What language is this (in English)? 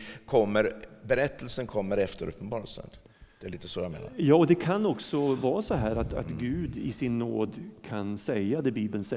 Swedish